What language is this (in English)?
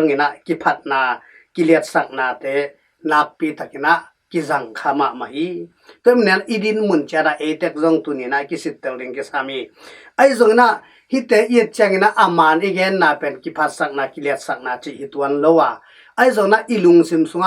Tedim Chin